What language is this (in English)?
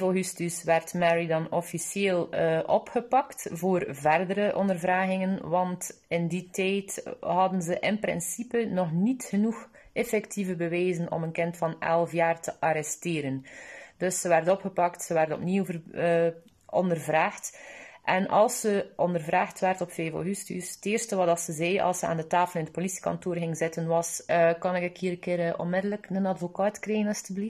Dutch